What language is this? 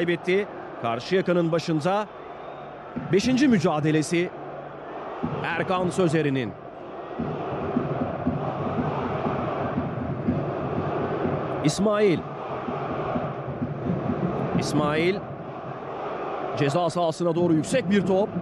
Turkish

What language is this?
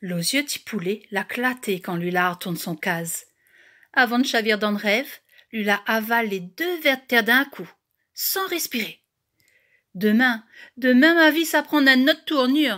Réunion Creole French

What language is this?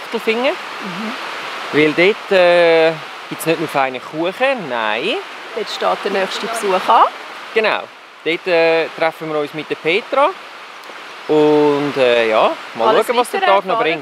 Swiss German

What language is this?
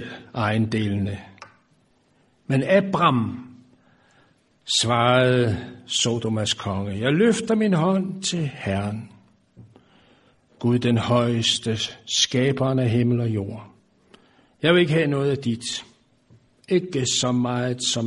Danish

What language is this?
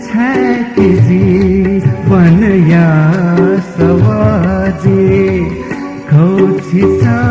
Newari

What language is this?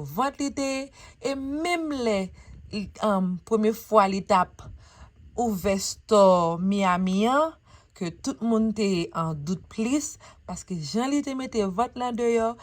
Haitian Creole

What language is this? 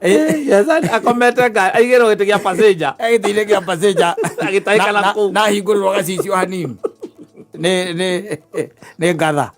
Kikuyu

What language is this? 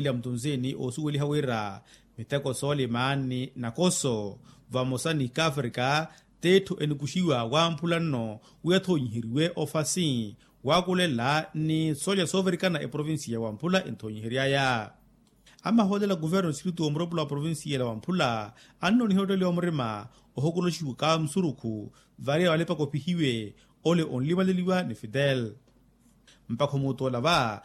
Makhuwa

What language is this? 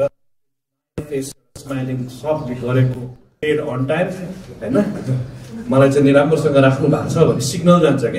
Nepali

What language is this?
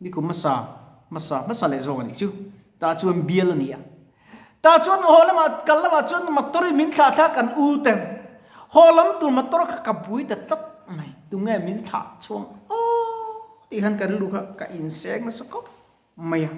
Mizo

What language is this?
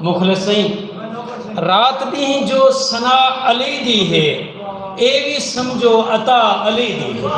Saraiki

